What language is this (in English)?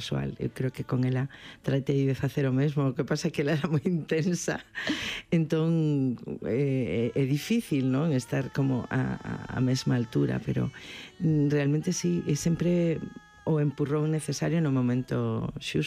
Galician